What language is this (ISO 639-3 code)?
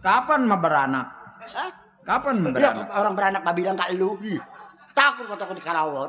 bew